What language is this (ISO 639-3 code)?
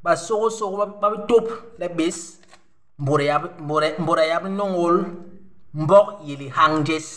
bas